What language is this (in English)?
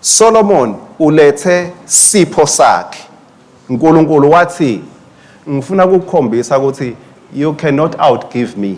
Swati